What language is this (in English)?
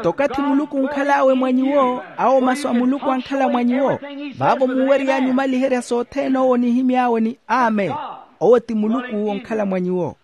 Makhuwa